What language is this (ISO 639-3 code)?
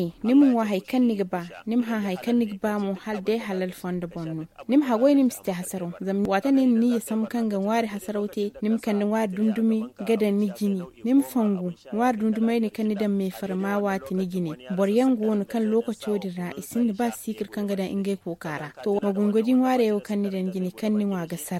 dje